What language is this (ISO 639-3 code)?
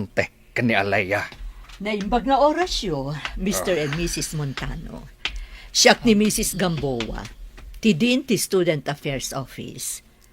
ilo